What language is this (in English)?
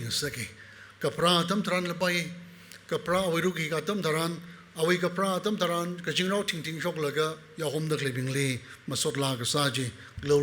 Tangkhul Naga (India)